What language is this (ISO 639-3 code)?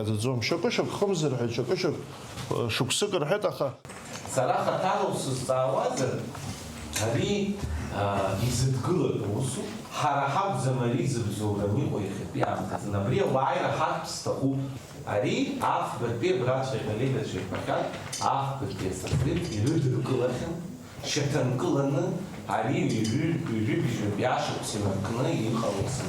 abk